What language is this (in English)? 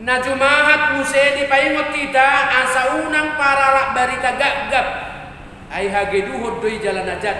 Batak Toba